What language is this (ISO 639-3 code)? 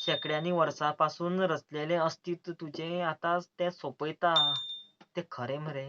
kok